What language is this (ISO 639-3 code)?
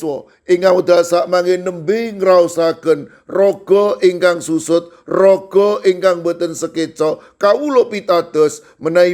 jav